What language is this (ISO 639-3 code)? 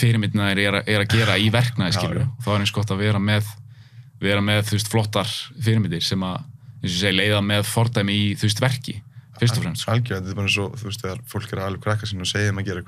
isl